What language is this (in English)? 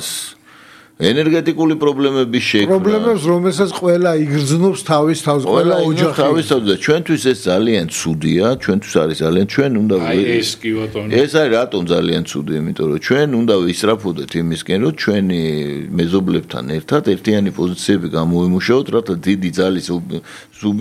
Georgian